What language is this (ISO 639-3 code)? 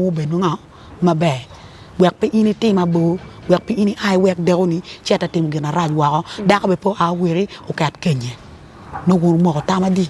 ach